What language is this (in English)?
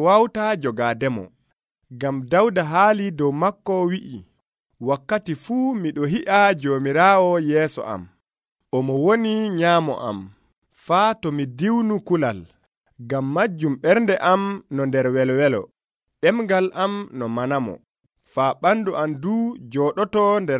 Nigerian Fulfulde